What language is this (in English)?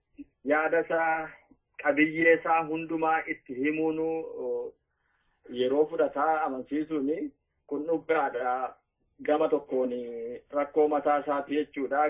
Oromo